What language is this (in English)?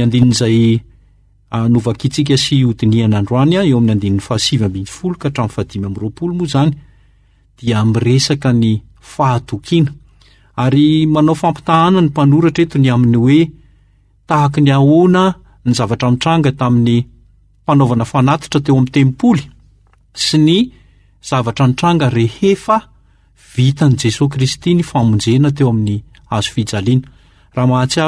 Malagasy